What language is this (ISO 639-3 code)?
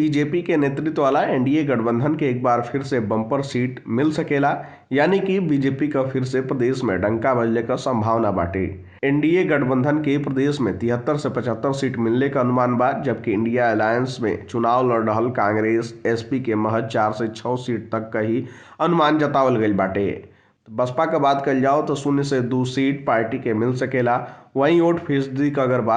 bho